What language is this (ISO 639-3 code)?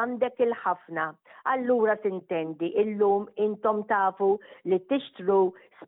mlt